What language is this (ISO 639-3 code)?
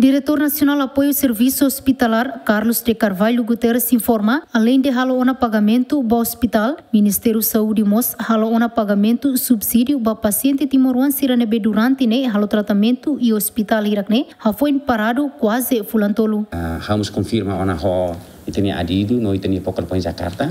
tet